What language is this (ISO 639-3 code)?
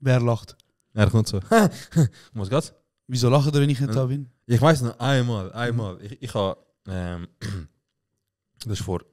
gsw